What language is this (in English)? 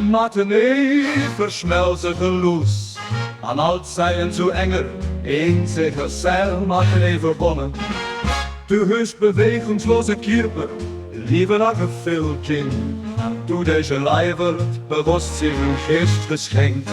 Luxembourgish